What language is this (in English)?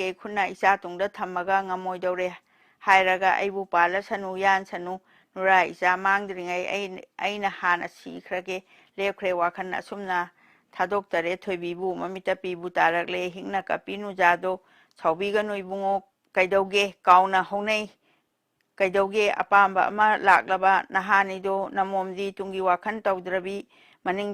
Manipuri